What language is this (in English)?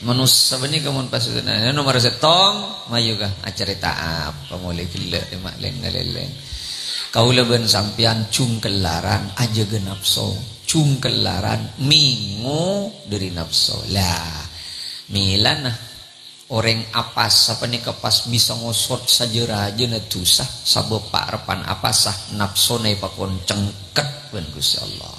Madurese